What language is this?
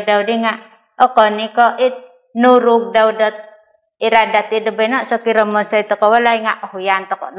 Central Dusun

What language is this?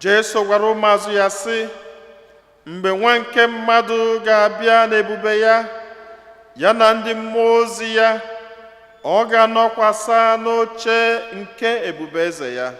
Igbo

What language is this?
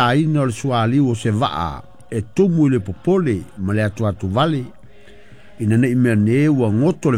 Samoan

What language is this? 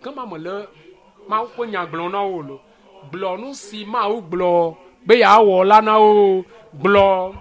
Ewe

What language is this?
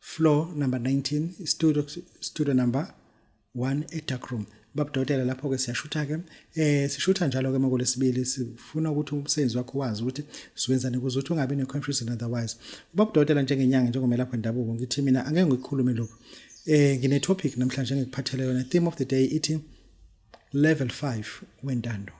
Zulu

